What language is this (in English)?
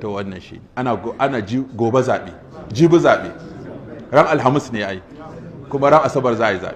Hausa